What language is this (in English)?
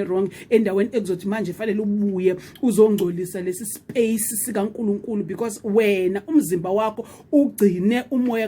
Zulu